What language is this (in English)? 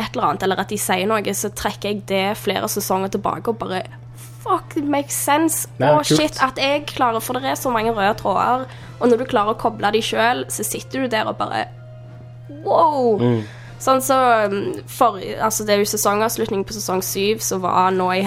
Norwegian